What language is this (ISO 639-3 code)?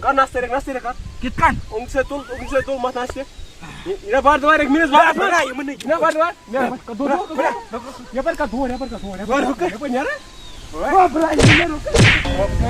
kas